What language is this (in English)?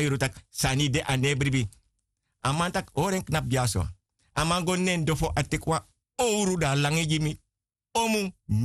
Sranan Tongo